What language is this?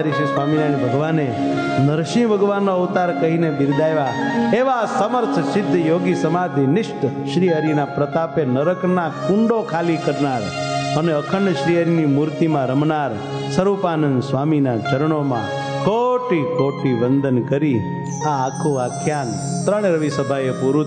Gujarati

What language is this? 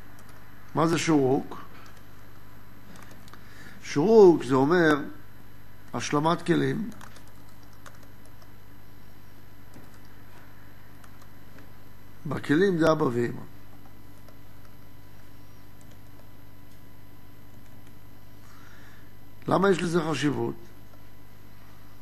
Hebrew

